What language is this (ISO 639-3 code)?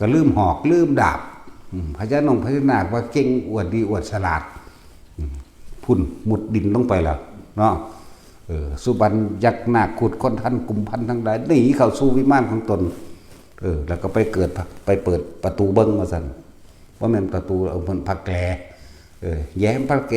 tts